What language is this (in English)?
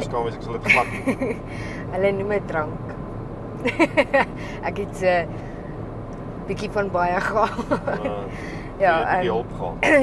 Afrikaans